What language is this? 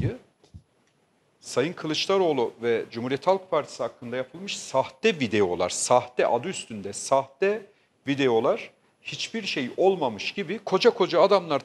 Turkish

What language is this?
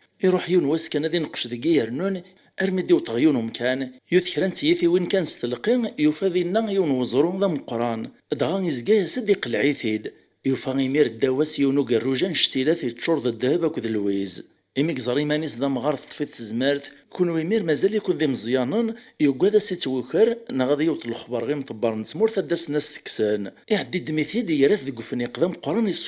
Kabyle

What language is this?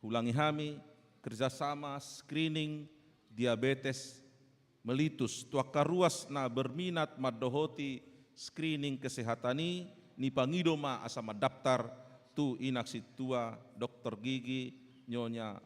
Batak Toba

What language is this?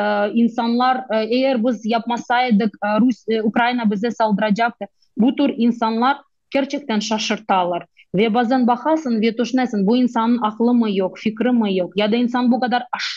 Crimean Tatar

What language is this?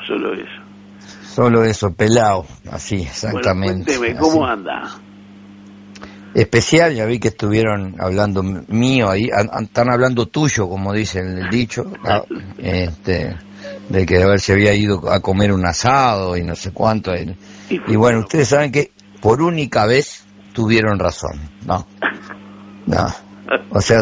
Spanish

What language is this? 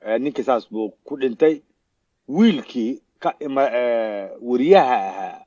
Somali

